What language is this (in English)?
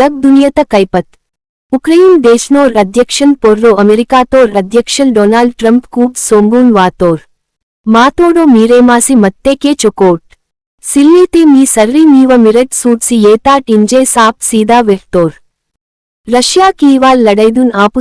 Gondi